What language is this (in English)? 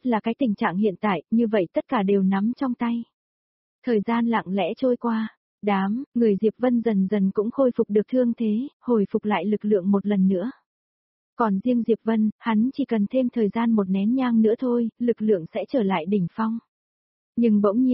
Vietnamese